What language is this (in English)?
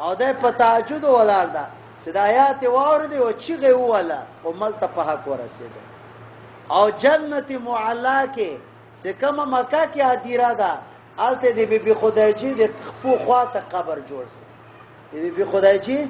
Pashto